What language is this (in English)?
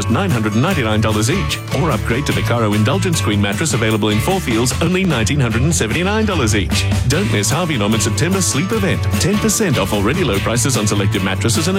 English